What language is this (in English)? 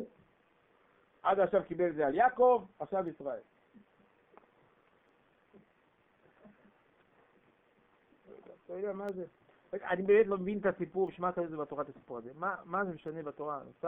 Hebrew